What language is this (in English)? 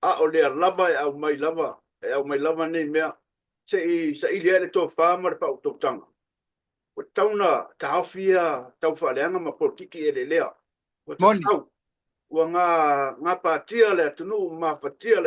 Samoan